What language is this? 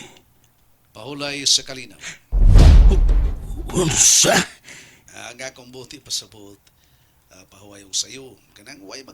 Cebuano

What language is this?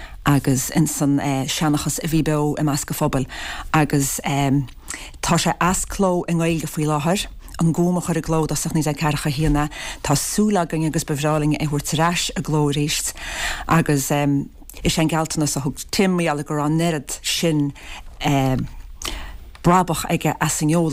Irish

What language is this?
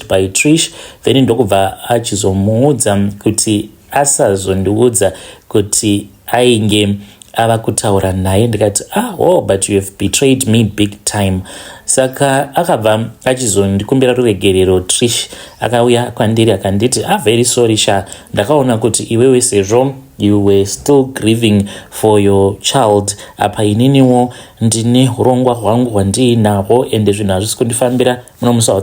Shona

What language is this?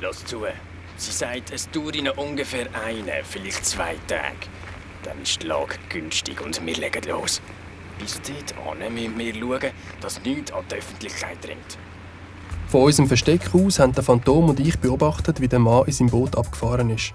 Swiss German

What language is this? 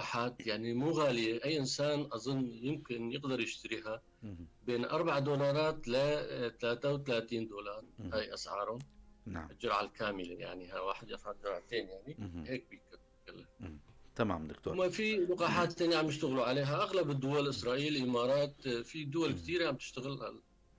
North Levantine Arabic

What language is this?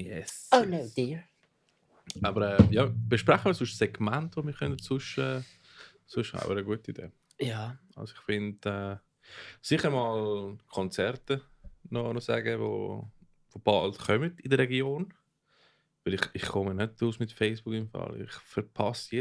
Swiss German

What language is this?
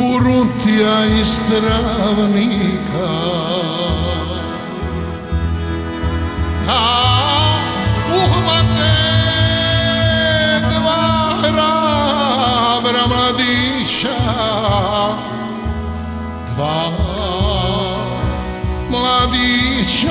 Bosnian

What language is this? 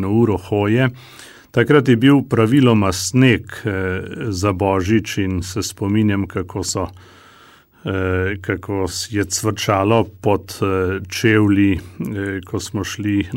Slovenian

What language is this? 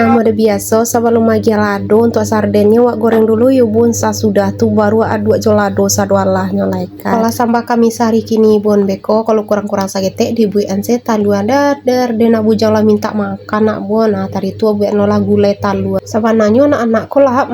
Minangkabau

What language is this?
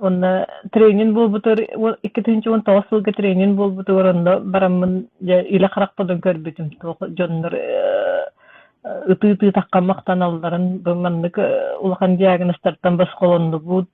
Yakut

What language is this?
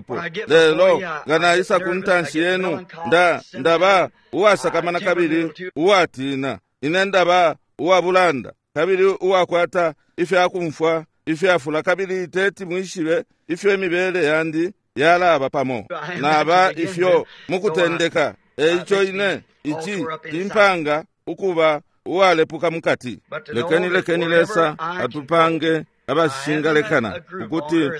Bemba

